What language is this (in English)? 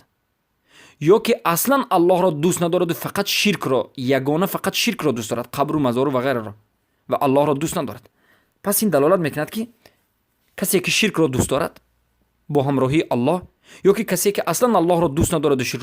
Persian